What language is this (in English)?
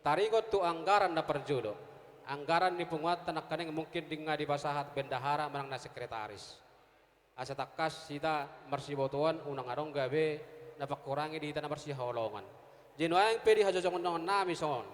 Batak Toba